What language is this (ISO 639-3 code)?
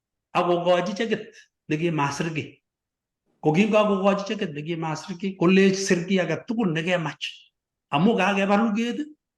kln